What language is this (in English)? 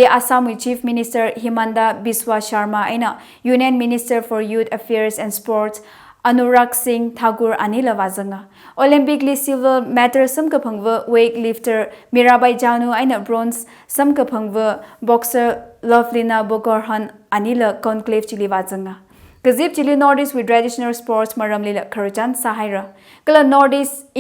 Tangkhul Naga (India)